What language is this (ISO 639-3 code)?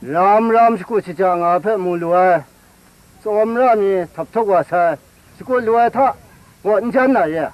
kac